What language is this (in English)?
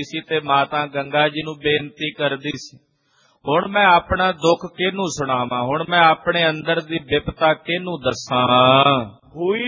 Punjabi